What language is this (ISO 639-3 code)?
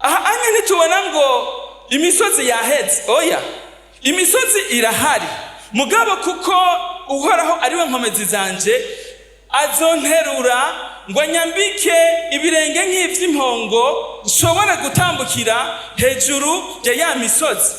run